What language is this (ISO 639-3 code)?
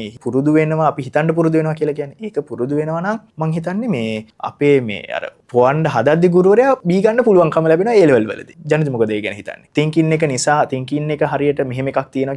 sin